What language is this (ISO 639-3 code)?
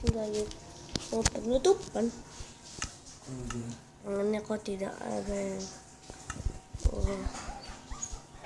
ind